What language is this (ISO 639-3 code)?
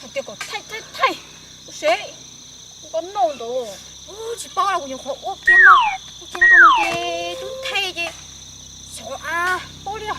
hmn